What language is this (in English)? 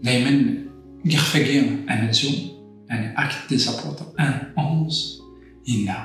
Kabyle